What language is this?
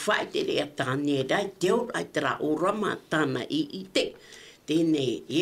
Tahitian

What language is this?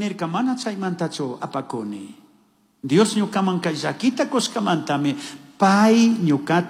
Chimborazo Highland Quichua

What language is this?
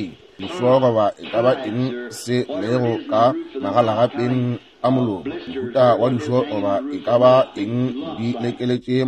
Northern Sotho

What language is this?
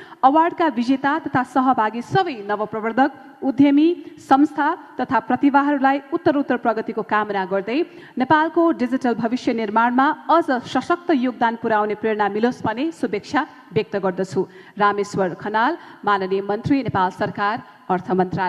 Nepali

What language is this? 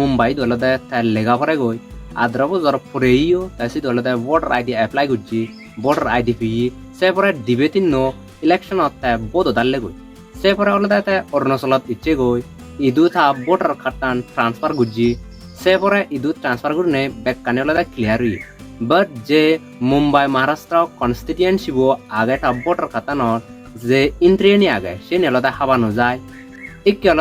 Chakma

